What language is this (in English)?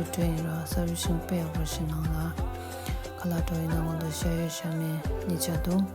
Tibetan